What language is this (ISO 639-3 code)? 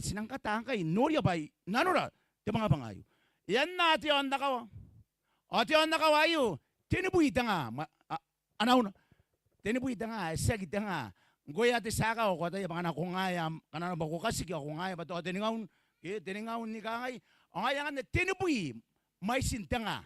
gil